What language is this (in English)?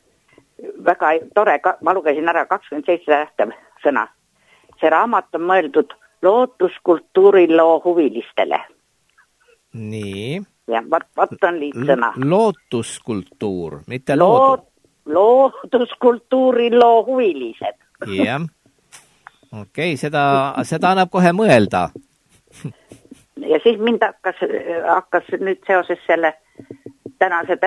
Estonian